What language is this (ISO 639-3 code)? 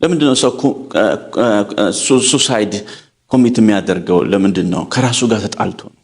amh